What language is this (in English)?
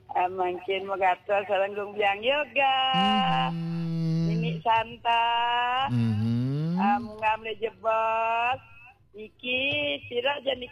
Balinese